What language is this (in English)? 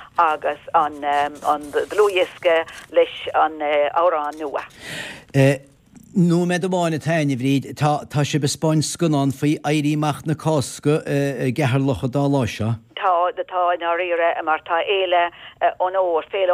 Irish